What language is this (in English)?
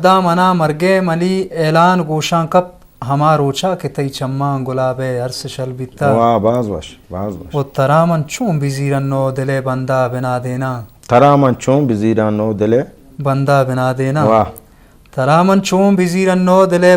Baluchi